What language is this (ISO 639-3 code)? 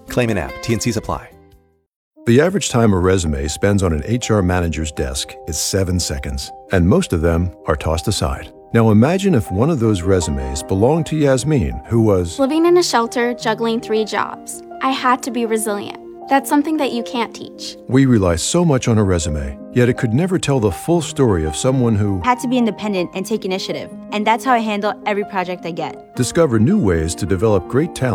eng